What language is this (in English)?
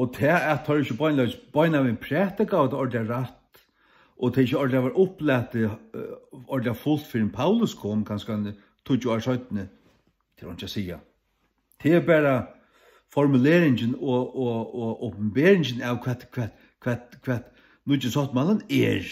Faroese